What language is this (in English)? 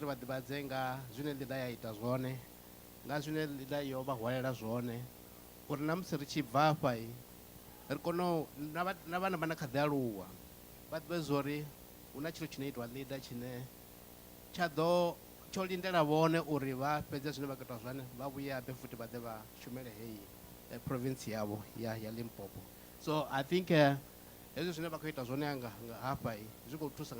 Venda